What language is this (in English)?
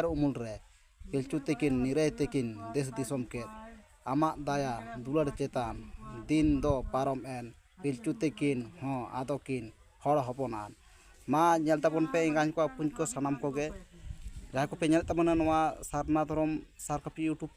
Santali